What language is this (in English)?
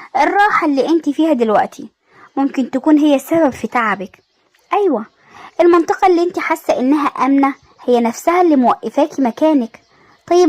Egyptian Arabic